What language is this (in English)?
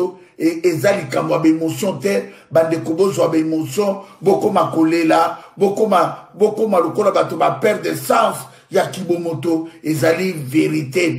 Lingala